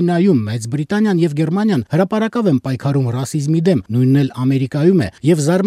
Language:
Armenian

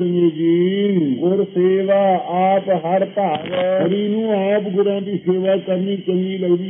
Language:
Punjabi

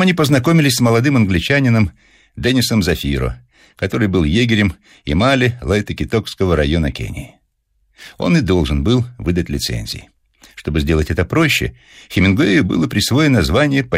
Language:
Russian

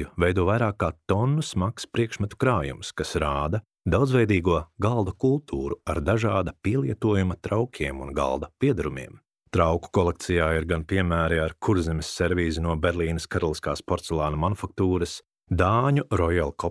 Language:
Latvian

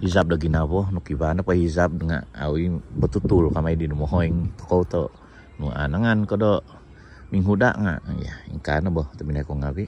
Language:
Central Dusun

